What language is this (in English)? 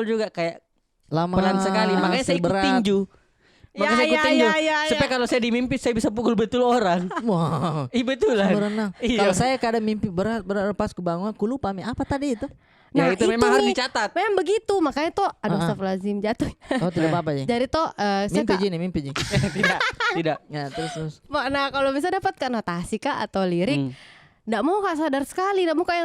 Makassar Malay